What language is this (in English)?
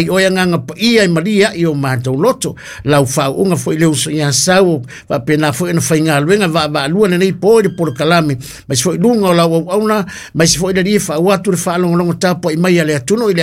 Samoan